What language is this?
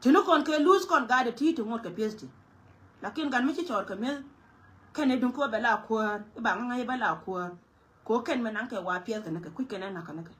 Nuer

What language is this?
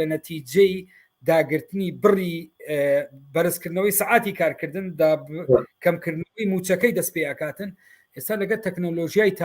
Central Kurdish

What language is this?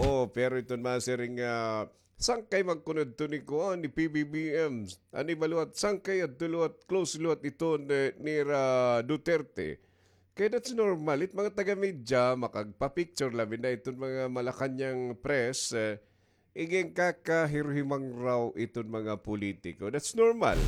Waray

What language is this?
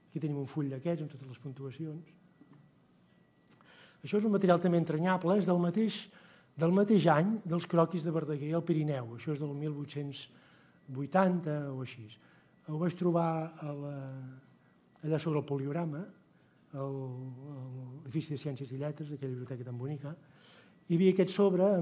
Catalan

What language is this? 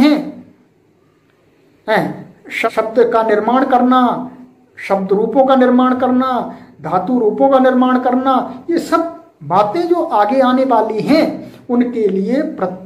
Hindi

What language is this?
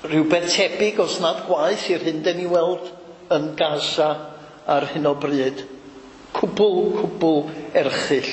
Welsh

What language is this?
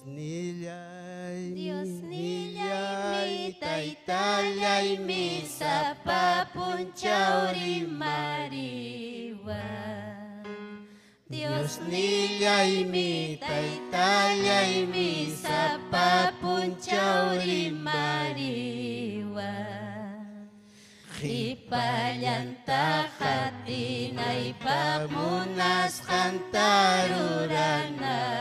Ayacucho Quechua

